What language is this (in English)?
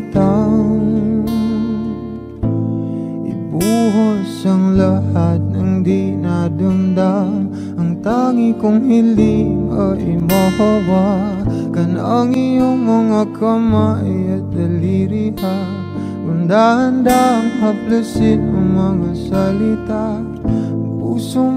Filipino